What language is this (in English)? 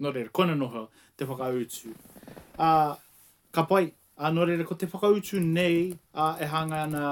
Māori